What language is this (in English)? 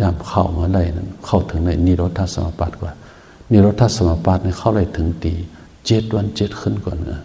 Shan